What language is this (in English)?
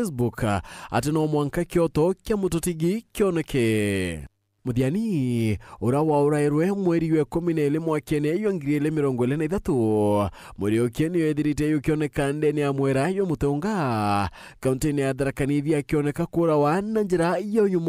Meru